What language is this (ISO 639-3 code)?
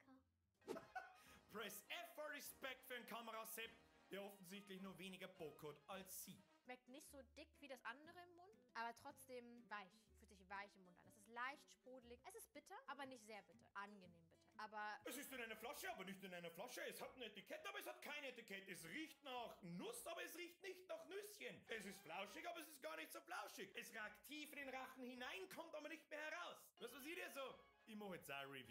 bar